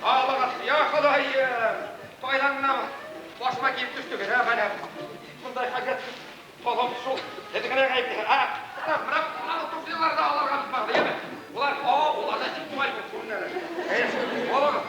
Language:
Bashkir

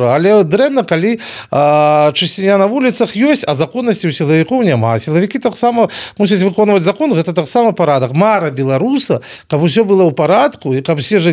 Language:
Belarusian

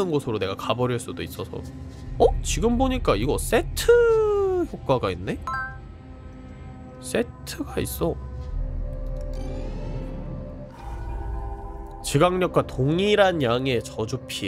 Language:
Korean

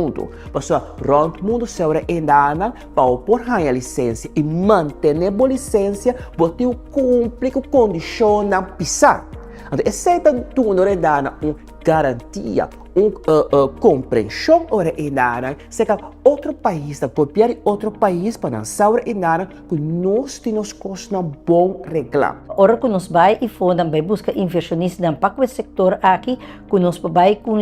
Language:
Papiamento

